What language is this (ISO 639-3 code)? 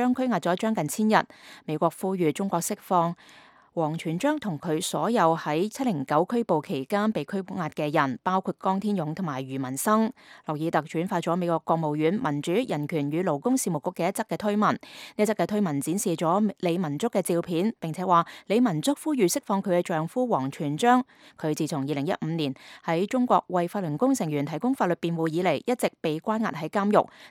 yue